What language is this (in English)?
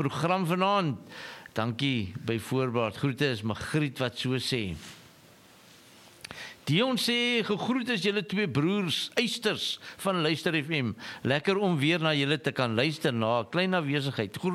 Afrikaans